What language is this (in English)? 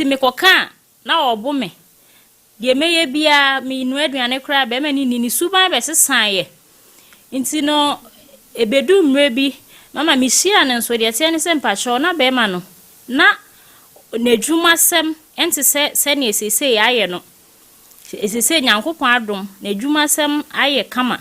Akan